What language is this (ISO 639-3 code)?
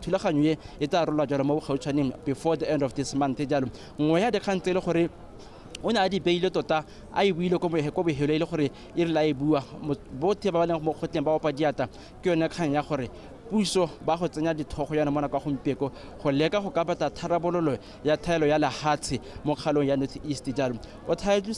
tsn